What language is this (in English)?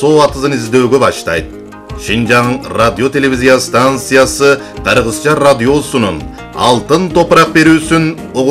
Kyrgyz